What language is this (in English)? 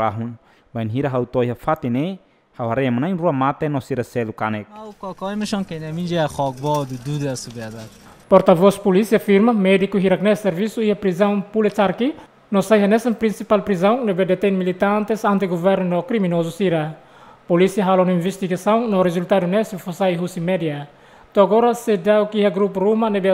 Tetum